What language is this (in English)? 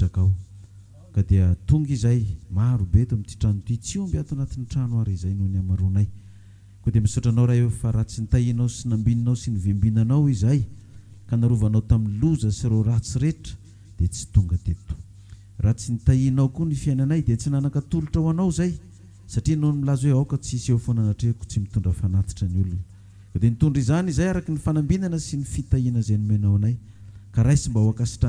Malagasy